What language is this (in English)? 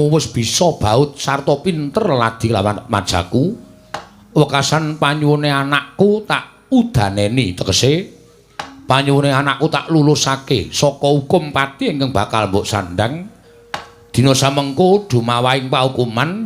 Javanese